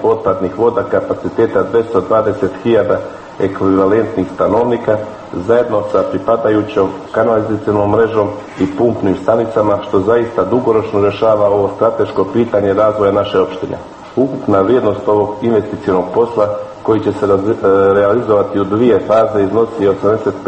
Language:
Serbian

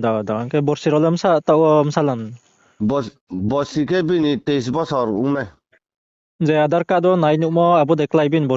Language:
Riang (India)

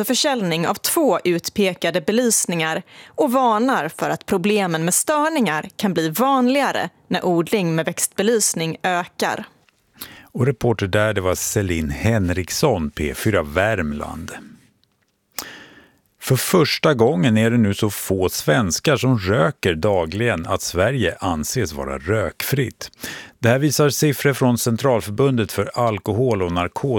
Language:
Swedish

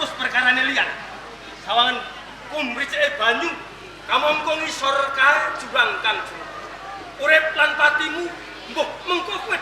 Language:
Javanese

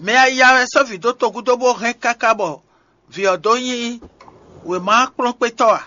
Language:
Fon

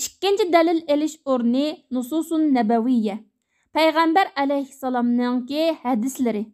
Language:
Uyghur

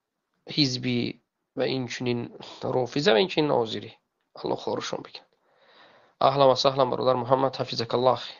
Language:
Tajik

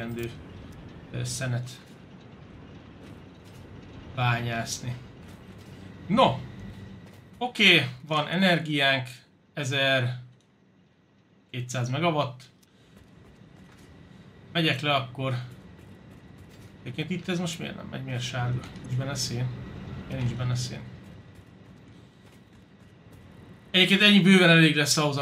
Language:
Hungarian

